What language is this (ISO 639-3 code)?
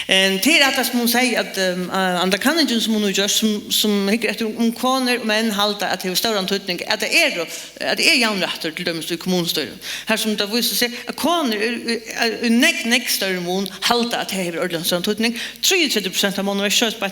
fao